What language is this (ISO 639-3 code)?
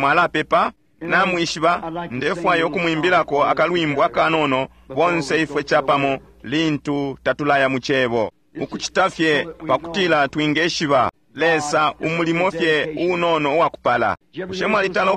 bem